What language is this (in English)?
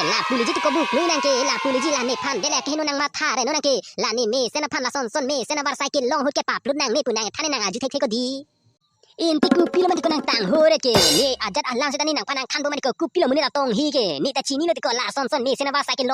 Karbi